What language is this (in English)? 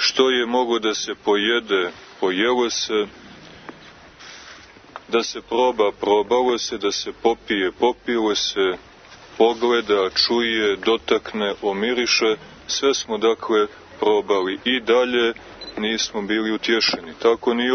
Croatian